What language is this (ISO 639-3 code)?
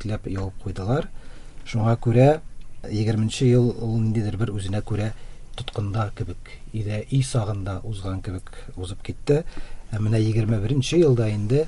tat